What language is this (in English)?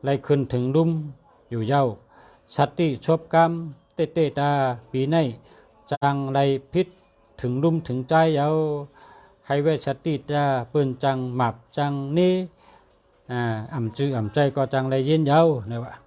Shan